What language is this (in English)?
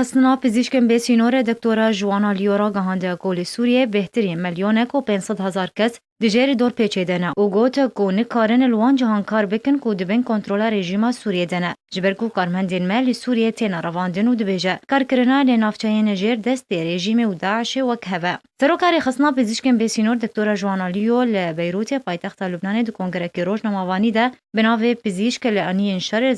Kurdish